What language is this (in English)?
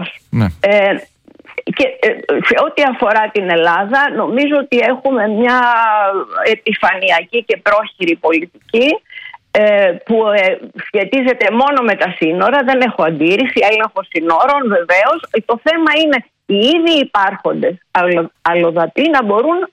Greek